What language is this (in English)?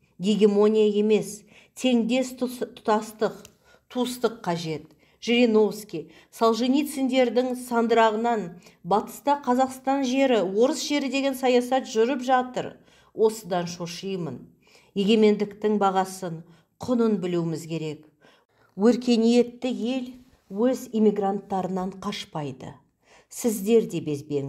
Kazakh